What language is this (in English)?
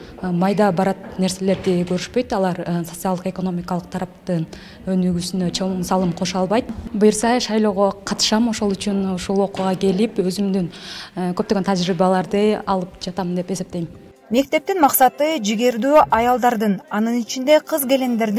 Kyrgyz